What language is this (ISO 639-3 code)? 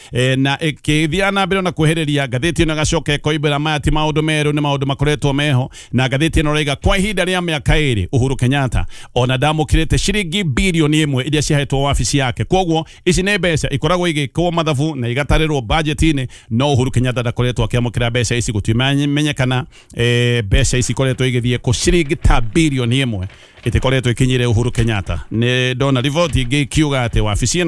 kik